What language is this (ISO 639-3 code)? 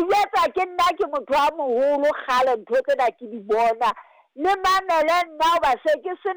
sot